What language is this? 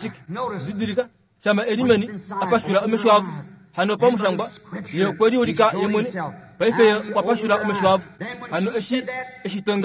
Kuanyama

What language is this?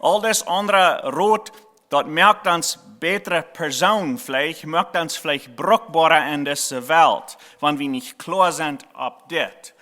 Plautdietsch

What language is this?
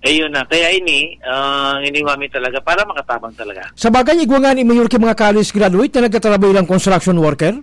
Bikol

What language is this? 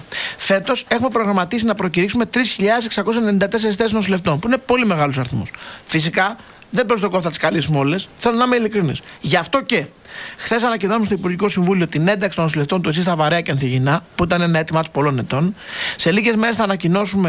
Greek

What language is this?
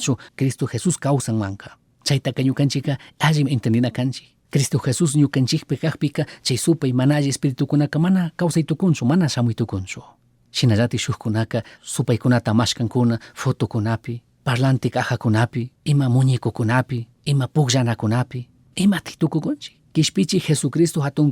Chimborazo Highland Quichua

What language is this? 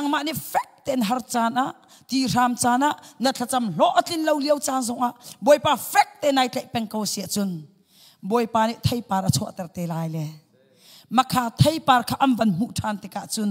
Hakha Chin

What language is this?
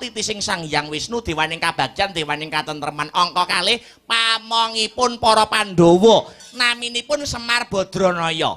Javanese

